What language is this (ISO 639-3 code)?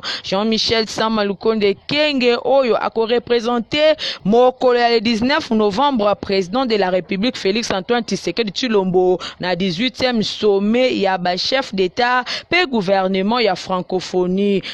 lin